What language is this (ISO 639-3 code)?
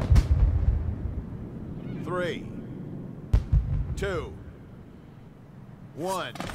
rus